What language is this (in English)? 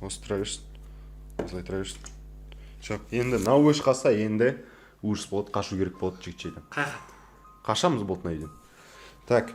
Kazakh